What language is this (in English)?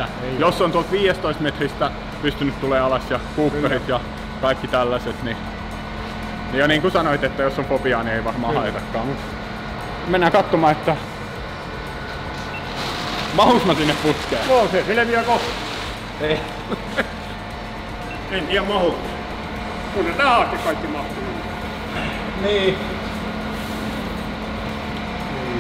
Finnish